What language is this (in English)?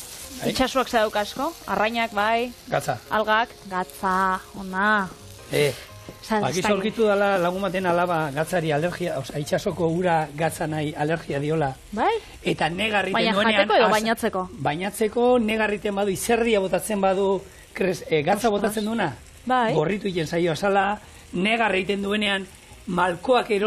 Basque